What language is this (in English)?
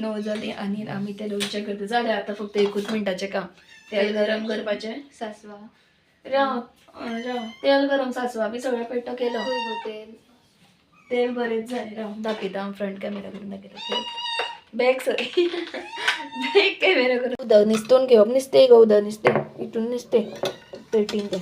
Konkani